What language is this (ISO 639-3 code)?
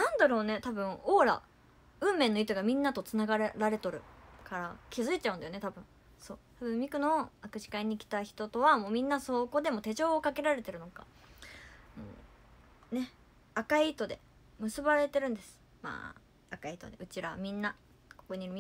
jpn